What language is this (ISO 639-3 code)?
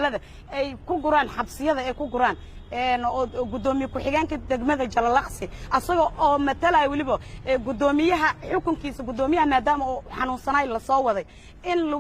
som